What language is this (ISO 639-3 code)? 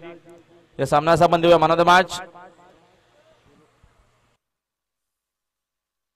mar